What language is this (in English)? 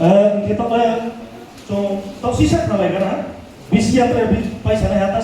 Riang (India)